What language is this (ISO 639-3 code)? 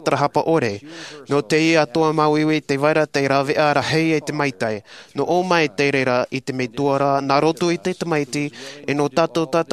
tah